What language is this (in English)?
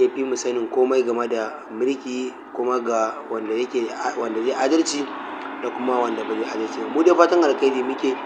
Hausa